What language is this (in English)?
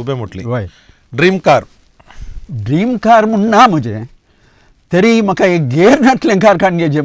Konkani